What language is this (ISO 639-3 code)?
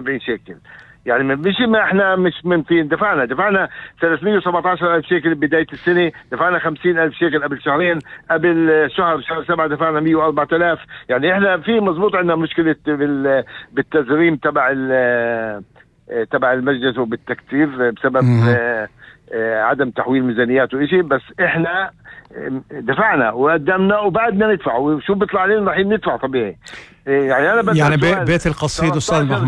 apc